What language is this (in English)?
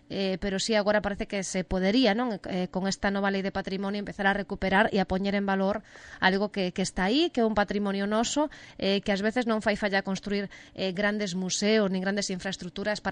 Galician